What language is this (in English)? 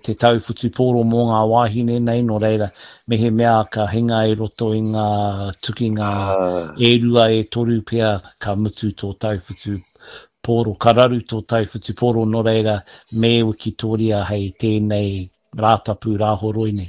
Māori